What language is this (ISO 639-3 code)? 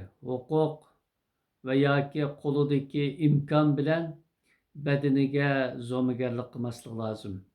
uig